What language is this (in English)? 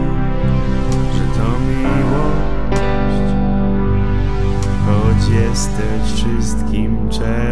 Polish